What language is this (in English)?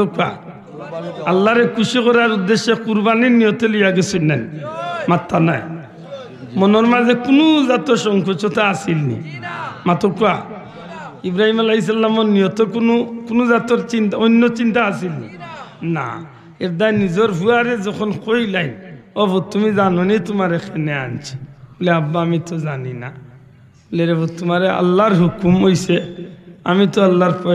Sylheti